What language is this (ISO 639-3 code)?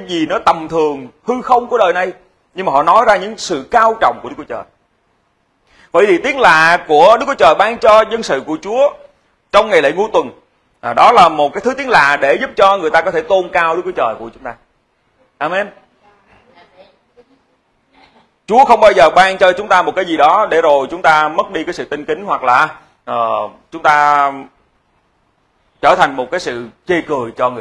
vie